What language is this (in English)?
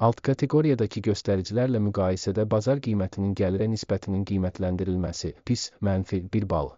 Azerbaijani